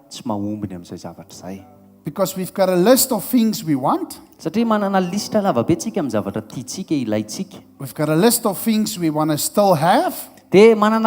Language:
Malagasy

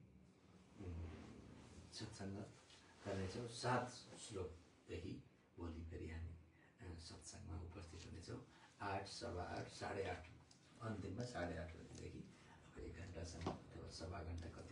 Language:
Nepali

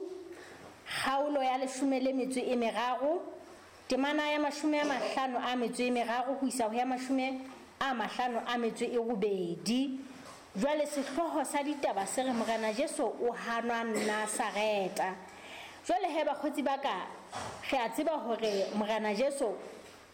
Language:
Southern Sotho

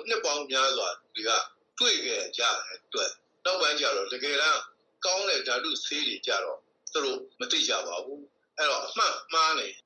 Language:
Burmese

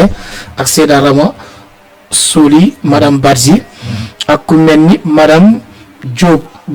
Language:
Wolof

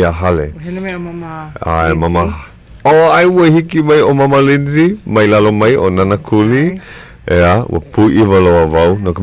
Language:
Hawaiian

